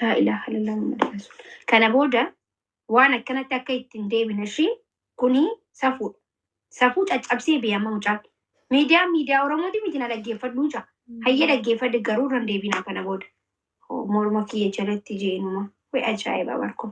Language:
Oromo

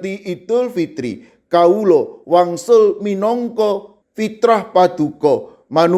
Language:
Javanese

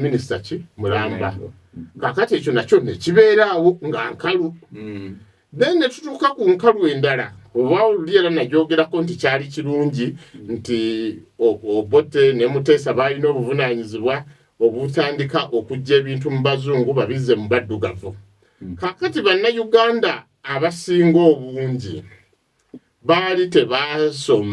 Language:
Ganda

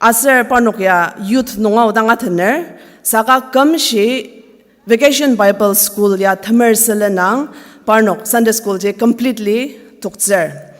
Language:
Ao Naga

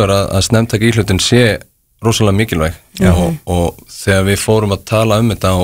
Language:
Icelandic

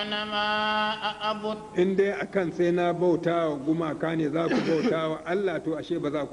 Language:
Hausa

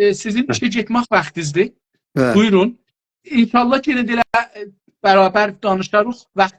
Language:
South Azerbaijani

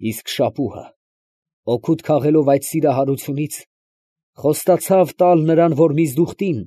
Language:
Armenian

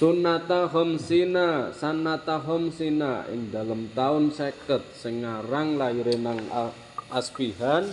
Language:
Javanese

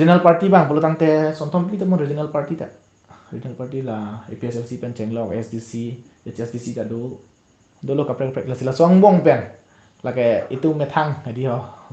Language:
Karbi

